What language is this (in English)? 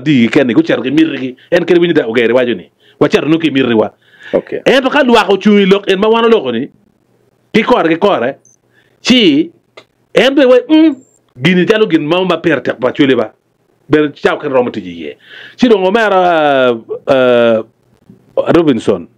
Acoli